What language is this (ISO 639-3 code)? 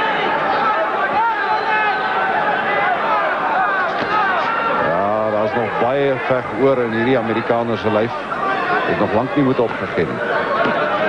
afr